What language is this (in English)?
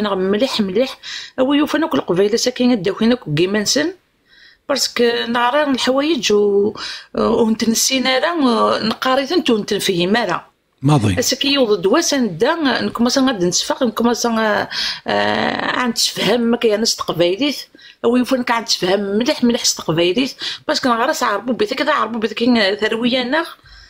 Kabyle